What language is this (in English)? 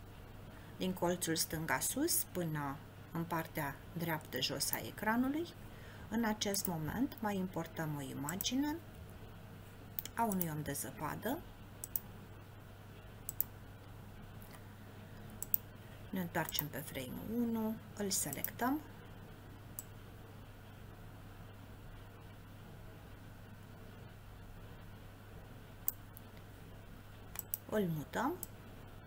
Romanian